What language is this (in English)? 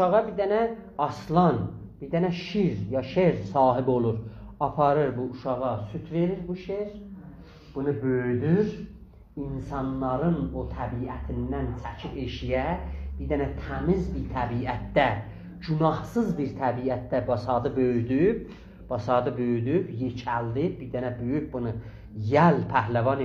South Azerbaijani